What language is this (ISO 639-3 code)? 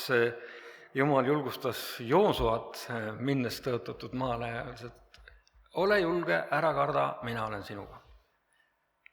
est